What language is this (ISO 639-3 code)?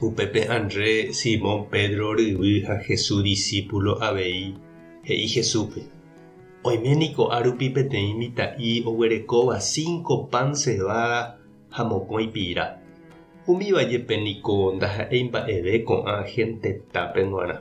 grn